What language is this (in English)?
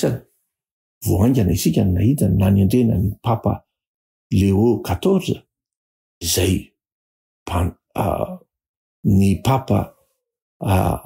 Malagasy